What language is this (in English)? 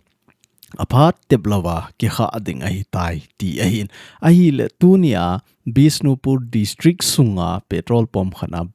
Thado Chin